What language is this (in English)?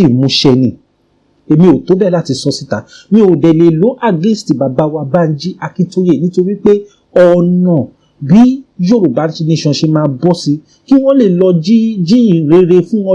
Yoruba